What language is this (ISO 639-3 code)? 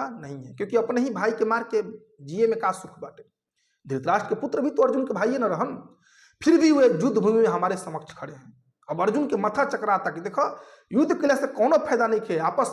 bho